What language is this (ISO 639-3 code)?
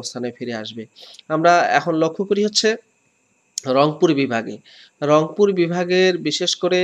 ben